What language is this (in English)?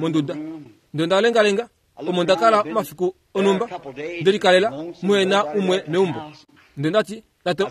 Kuanyama